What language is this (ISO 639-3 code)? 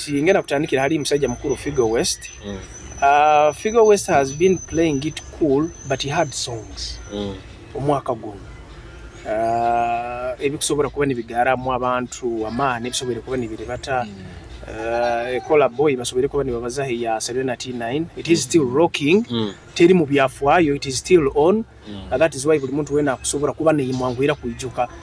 nyo